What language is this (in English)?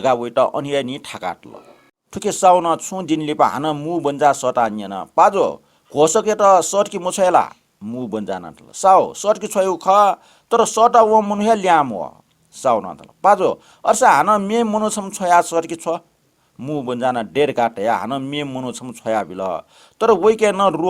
Newari